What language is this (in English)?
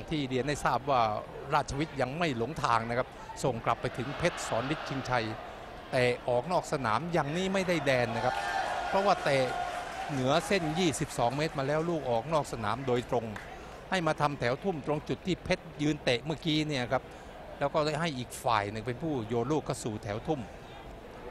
Thai